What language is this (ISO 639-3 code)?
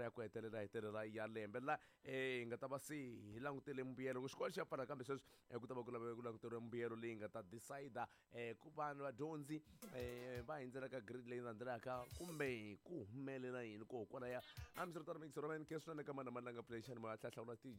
tso